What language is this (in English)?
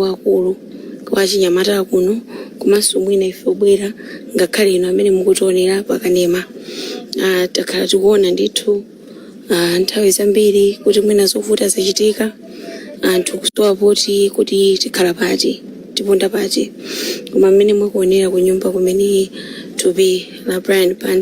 Nyanja